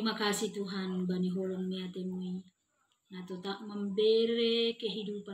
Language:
Batak Simalungun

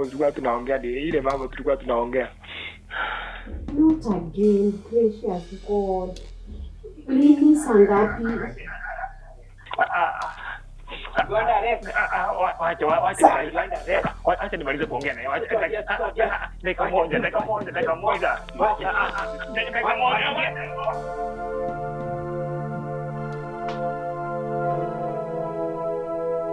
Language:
Swahili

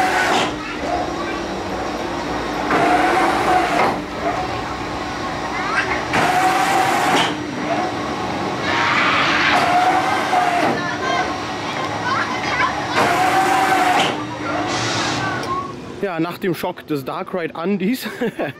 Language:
German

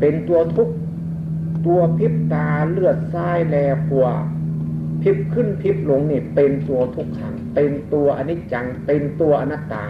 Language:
Northeastern Thai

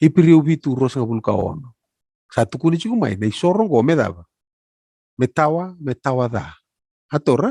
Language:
Fijian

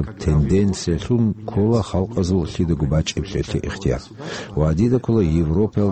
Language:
Avaric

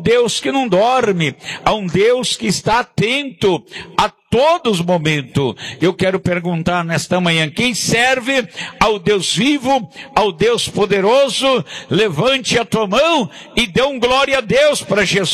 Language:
Portuguese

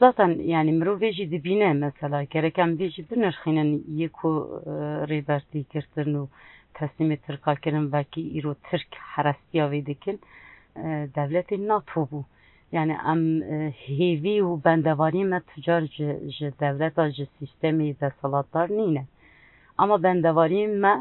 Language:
Kurdish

